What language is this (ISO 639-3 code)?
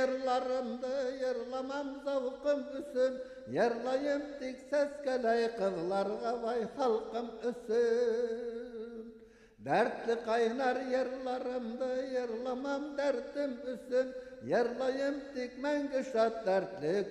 bak